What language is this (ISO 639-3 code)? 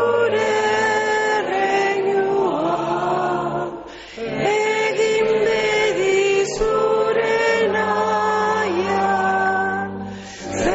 eus